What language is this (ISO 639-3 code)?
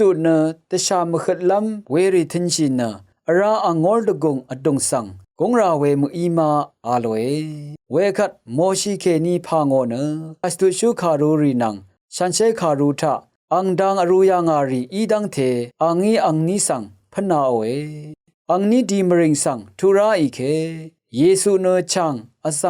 raw